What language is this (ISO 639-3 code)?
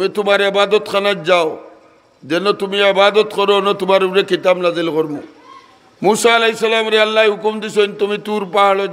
syl